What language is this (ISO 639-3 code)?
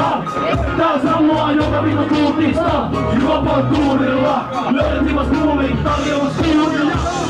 fin